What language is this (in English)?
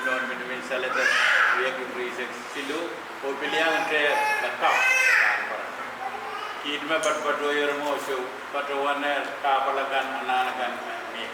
Pohnpeian